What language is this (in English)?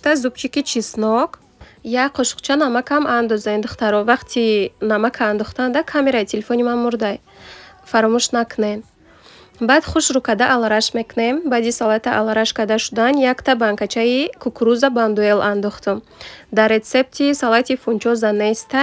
Tajik